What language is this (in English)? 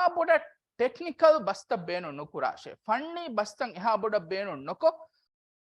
Divehi